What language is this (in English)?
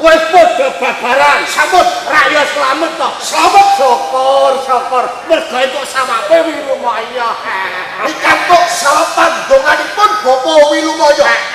Javanese